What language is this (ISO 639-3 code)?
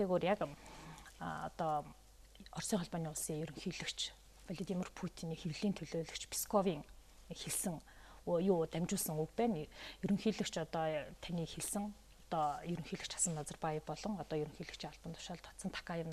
mon